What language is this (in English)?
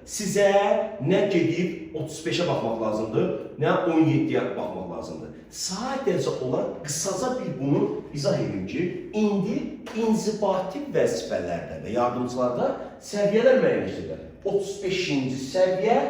Azerbaijani